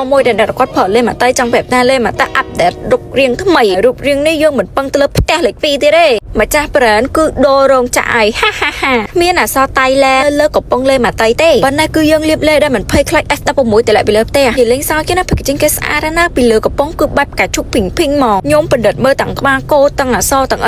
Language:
Khmer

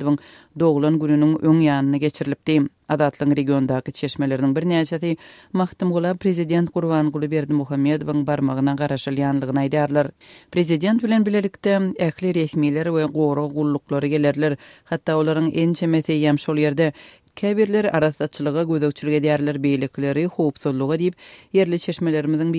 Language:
Turkmen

